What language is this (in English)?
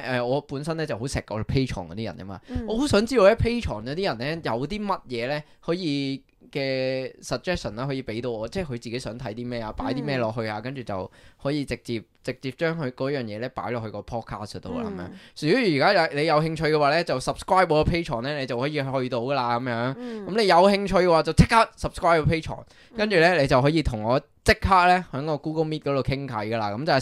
Cantonese